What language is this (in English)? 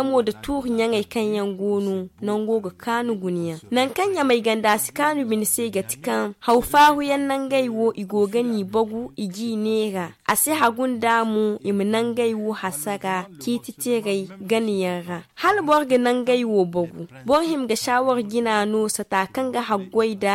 Zarma